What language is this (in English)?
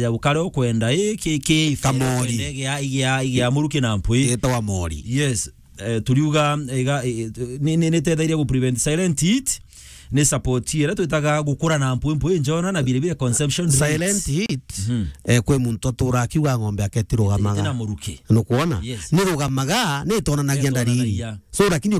Meru